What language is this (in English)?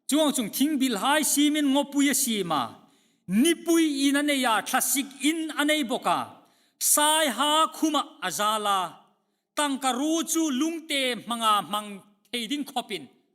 Hmar